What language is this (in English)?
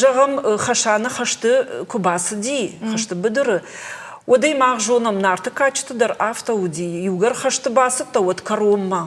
Ossetic